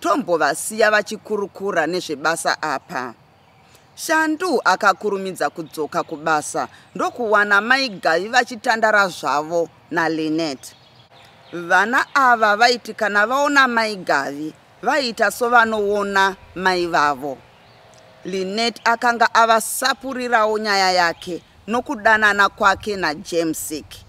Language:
Shona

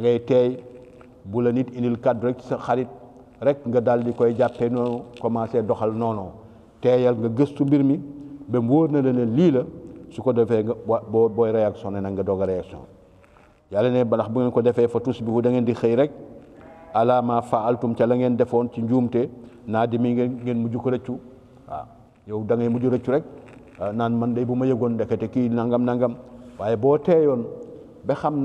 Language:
Wolof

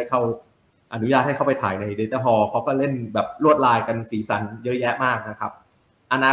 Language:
Thai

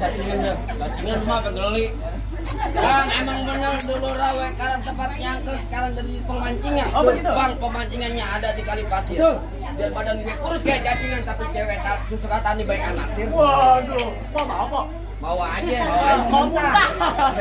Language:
Betawi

